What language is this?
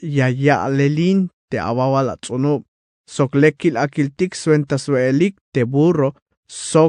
Tzeltal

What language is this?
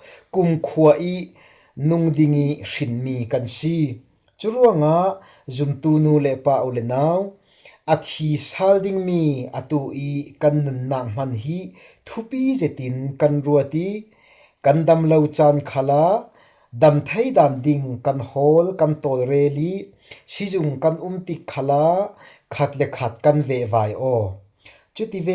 Falam Chin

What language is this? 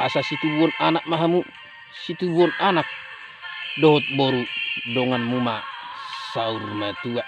Batak Toba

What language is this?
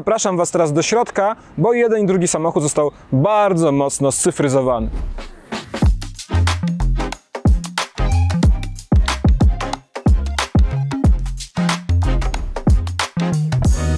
Polish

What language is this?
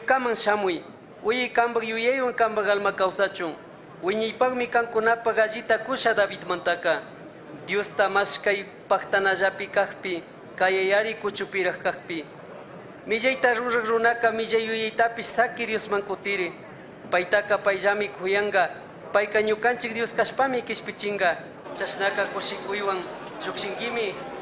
Chimborazo Highland Quichua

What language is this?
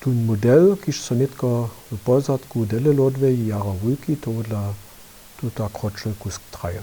Upper Sorbian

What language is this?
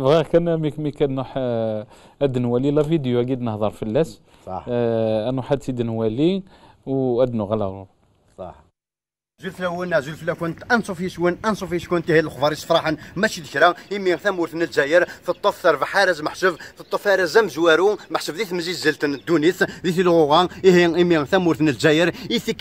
Kabyle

